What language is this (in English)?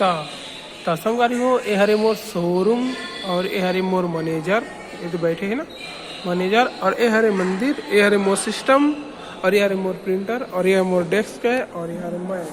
Chhattisgarhi